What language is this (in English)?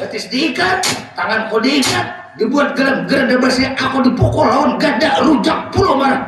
Banjar